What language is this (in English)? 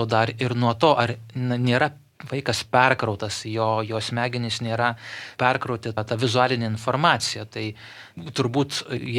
Lithuanian